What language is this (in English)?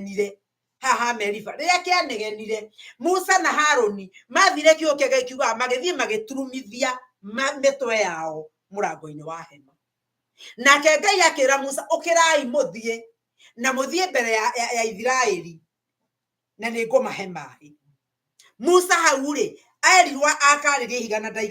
Kikuyu